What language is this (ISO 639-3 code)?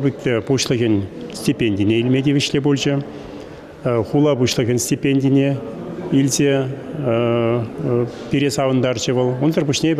chv